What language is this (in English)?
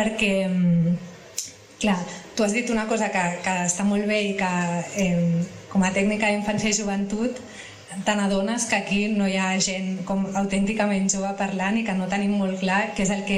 Catalan